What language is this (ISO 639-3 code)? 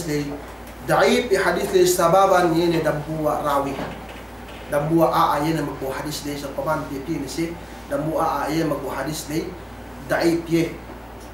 yka